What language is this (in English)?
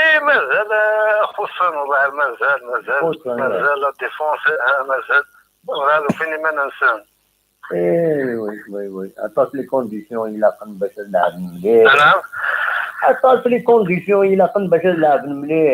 Kabyle